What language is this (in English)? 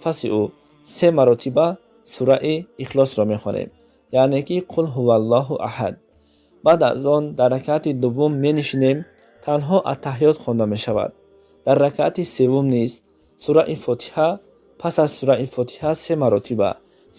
Tajik